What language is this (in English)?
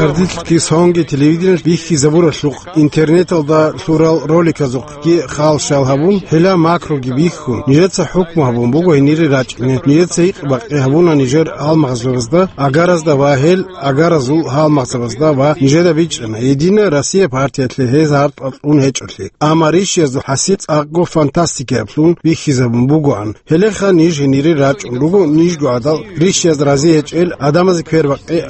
Avaric